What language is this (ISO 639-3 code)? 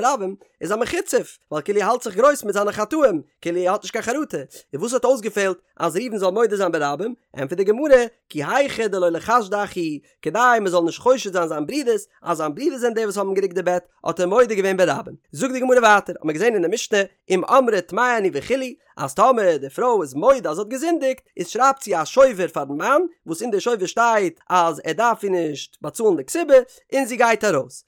yid